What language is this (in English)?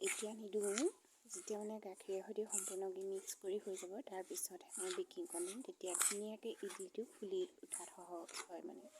Assamese